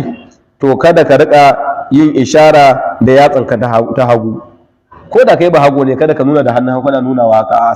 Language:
Hausa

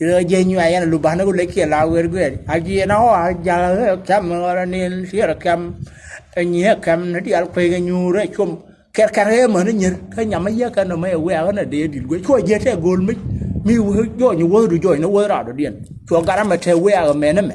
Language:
Nuer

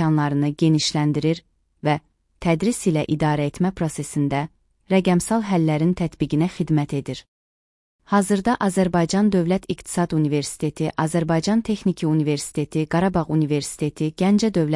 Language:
Azerbaijani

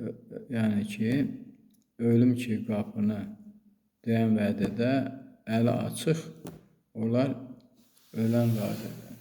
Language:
Azerbaijani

